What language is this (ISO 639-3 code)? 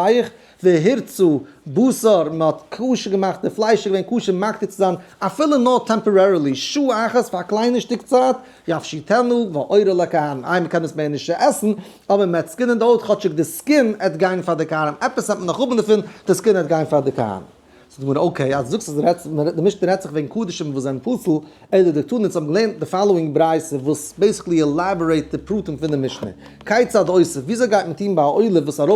yid